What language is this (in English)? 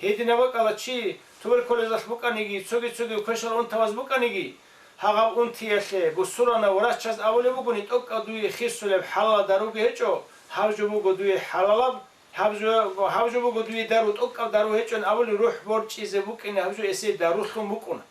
Avaric